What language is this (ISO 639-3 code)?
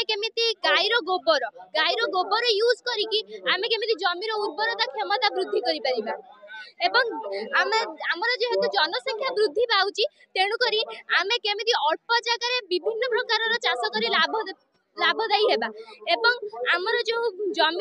ori